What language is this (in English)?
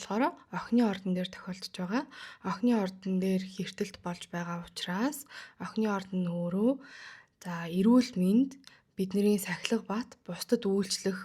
Mongolian